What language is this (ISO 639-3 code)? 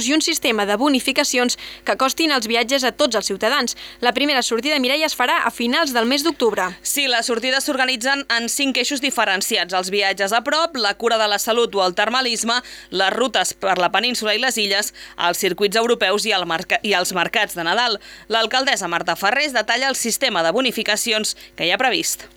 cat